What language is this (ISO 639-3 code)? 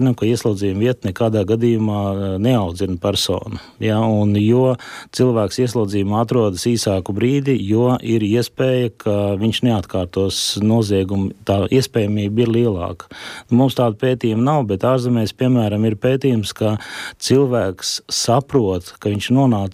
lav